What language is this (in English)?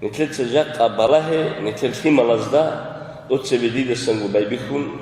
Avaric